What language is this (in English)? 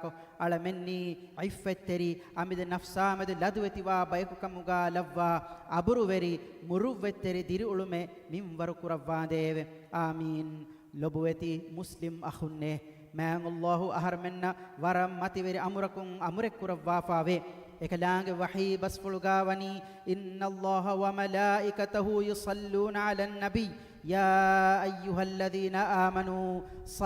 Divehi